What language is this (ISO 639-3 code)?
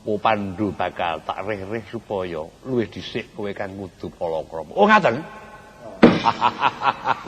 jav